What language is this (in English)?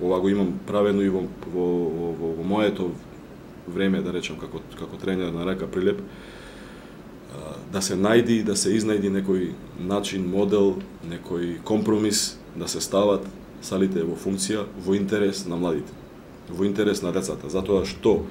Macedonian